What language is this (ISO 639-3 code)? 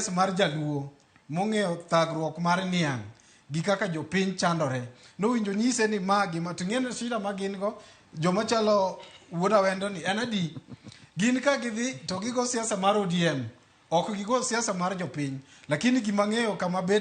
luo